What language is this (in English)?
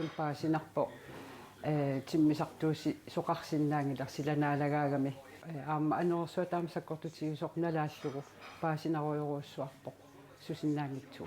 Kalaallisut